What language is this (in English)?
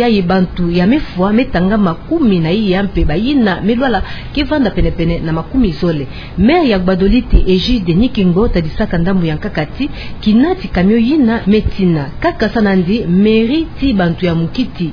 Kituba (Democratic Republic of Congo)